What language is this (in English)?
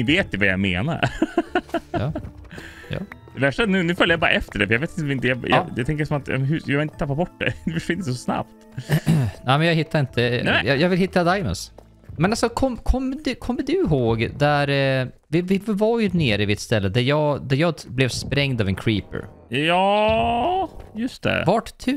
Swedish